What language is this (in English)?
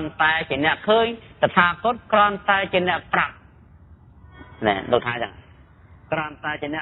Khmer